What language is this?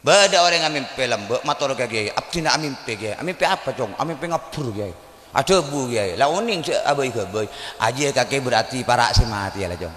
Madurese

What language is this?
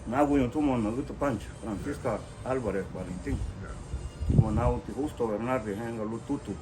Garifuna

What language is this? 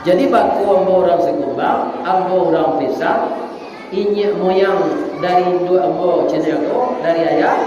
Minangkabau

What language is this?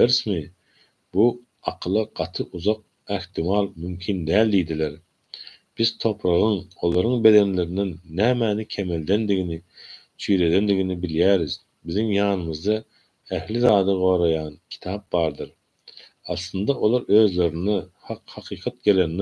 Turkmen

